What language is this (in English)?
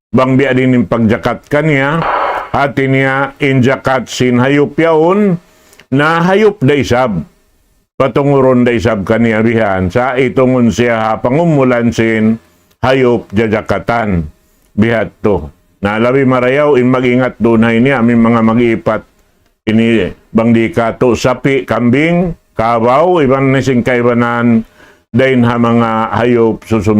Tausug